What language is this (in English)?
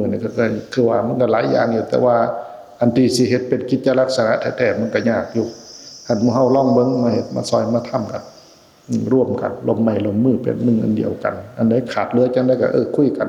Lao